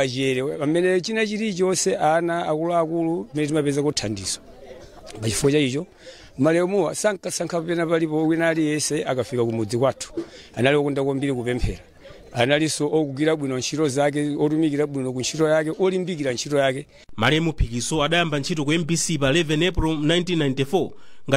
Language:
Nyanja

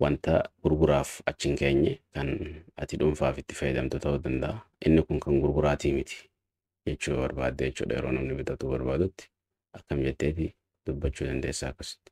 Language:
Oromo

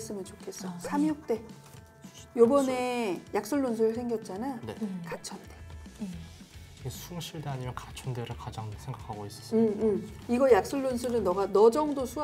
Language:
Korean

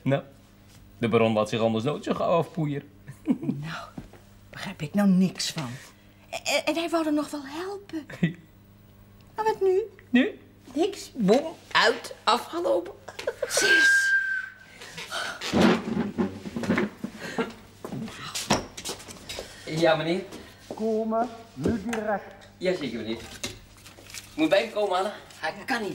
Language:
Dutch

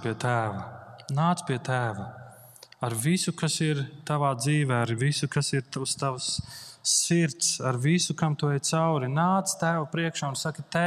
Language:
Latvian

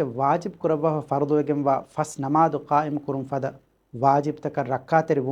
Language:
Divehi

